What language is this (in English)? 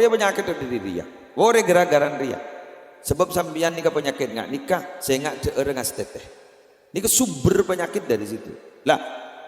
Madurese